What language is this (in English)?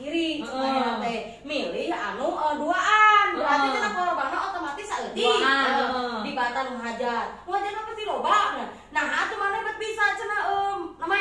Sundanese